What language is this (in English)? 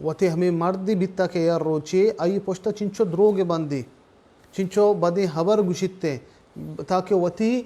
Baluchi